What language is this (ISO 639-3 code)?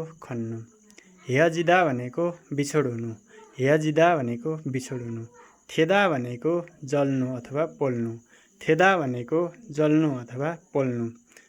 nep